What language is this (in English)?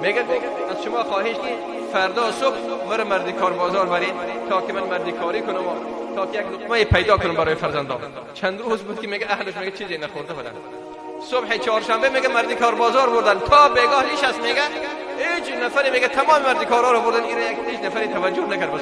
Persian